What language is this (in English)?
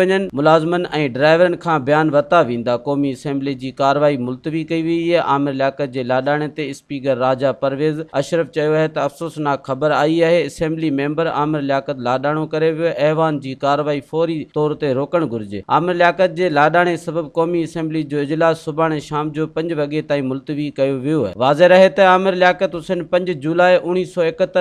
Sindhi